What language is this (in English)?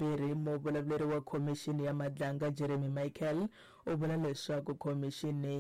Tsonga